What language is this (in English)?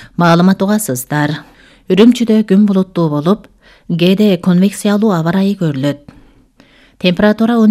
Kyrgyz